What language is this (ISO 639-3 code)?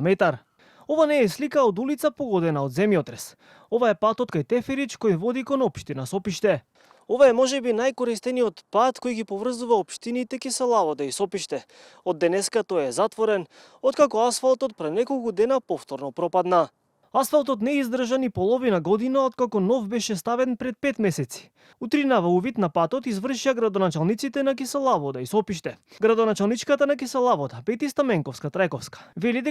mkd